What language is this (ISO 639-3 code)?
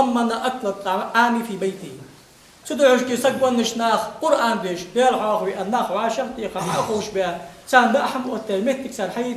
inh